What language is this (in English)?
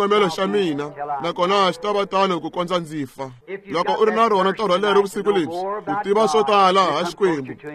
Tsonga